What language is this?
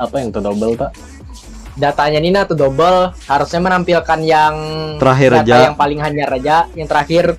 Banjar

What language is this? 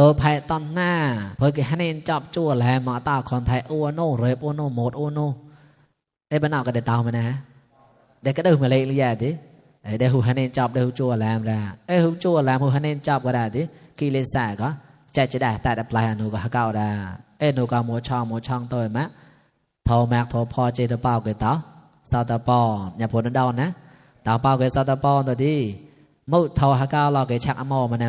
Mon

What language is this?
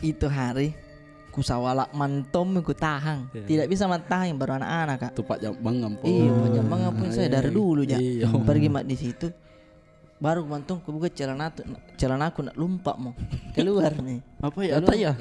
Makassar Malay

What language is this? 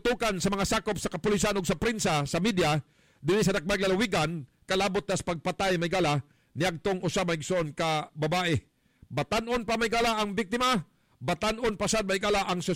Cebuano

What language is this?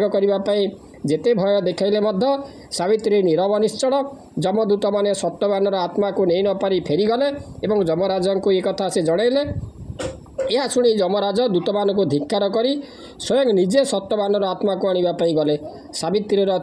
Odia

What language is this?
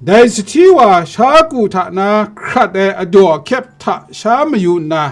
Kachin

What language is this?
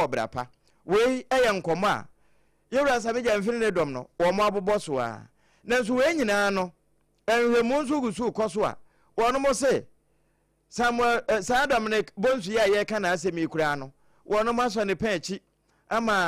Akan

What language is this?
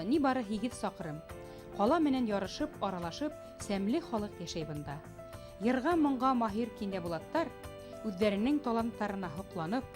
Bashkir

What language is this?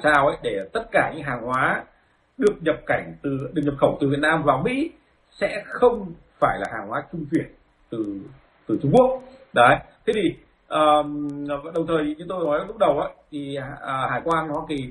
Vietnamese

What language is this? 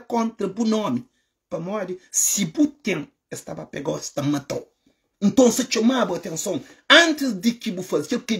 Kabuverdianu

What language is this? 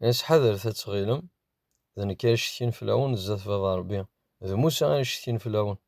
Kabyle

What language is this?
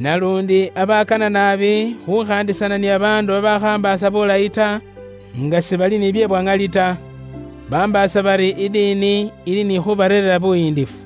Luyia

